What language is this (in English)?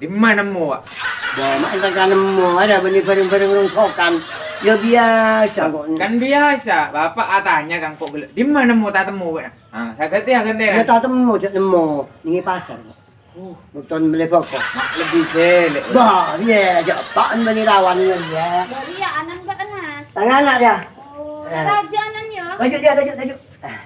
Madurese